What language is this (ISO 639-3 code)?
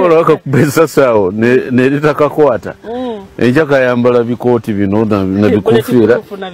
lug